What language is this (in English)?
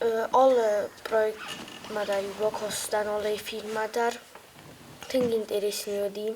Ossetic